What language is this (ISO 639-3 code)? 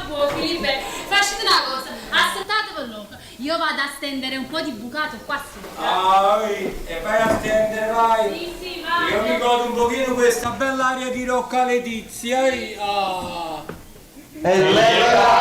nap